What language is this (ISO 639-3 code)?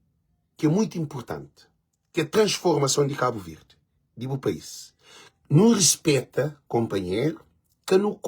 kea